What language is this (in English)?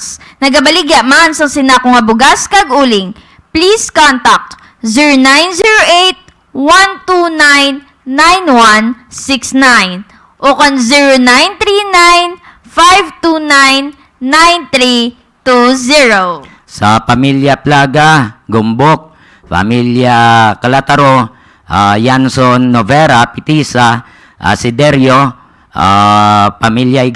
Hiligaynon